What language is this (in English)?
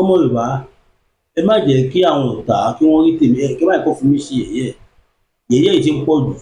Yoruba